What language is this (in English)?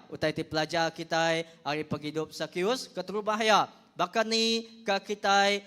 Iban